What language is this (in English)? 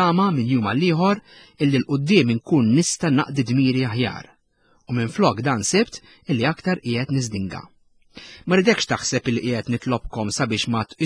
Maltese